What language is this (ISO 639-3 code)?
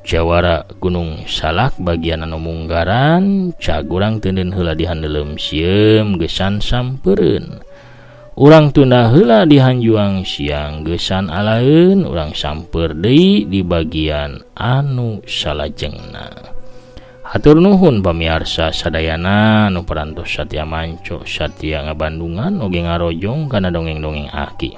sun